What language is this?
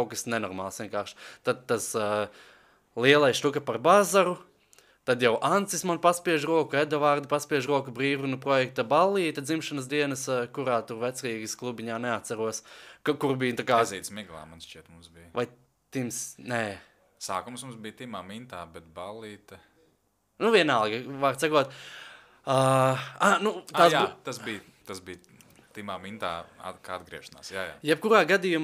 Latvian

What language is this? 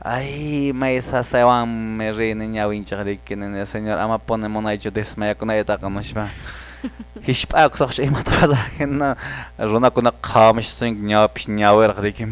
Quechua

